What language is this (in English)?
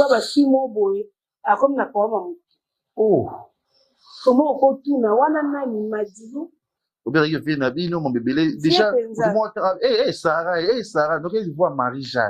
Lingala